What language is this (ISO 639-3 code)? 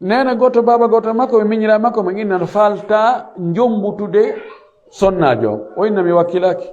ful